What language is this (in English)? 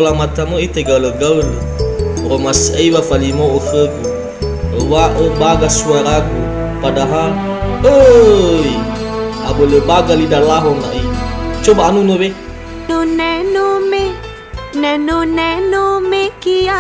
Nias